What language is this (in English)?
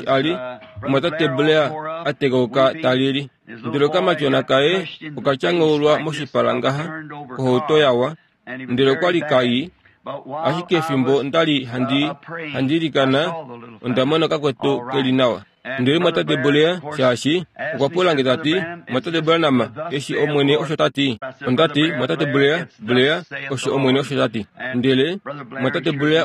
Kuanyama